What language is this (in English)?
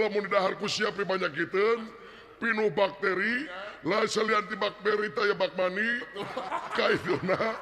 Sundanese